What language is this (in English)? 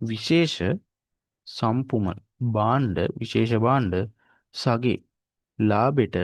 Sinhala